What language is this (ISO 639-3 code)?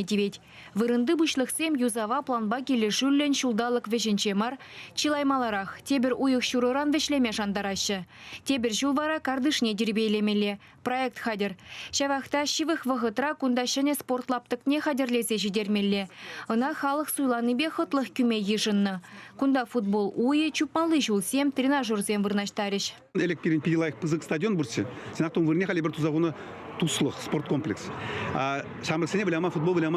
chv